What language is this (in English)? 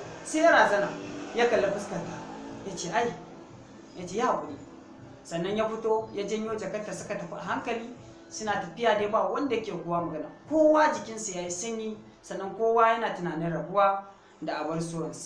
Hausa